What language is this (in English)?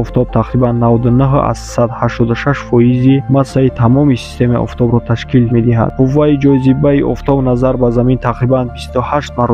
Tajik